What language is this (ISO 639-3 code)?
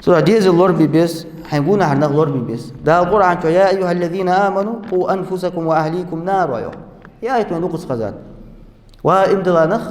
inh